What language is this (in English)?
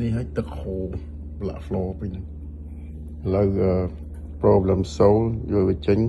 Khmer